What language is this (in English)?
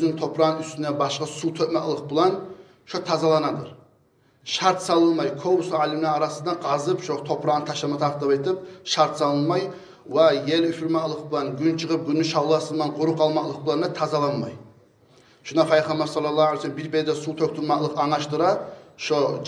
Kumyk